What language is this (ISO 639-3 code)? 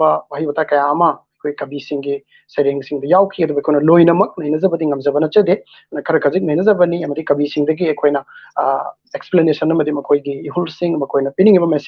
mni